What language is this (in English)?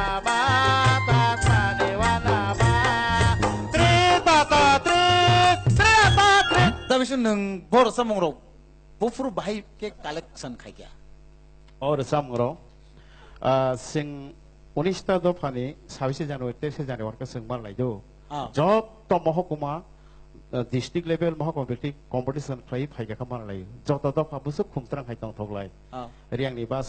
Kok Borok